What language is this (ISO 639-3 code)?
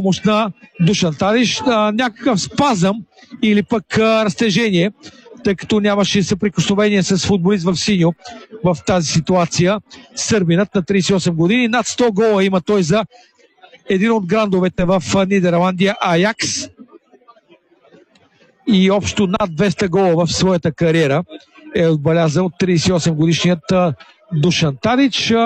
bul